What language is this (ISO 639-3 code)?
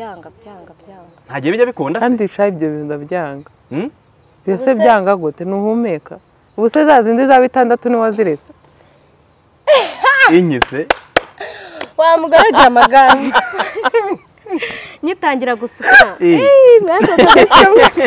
kin